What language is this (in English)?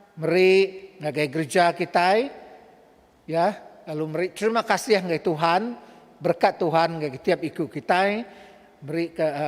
Iban